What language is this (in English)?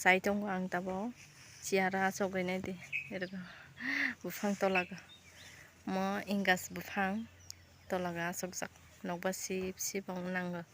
Kok Borok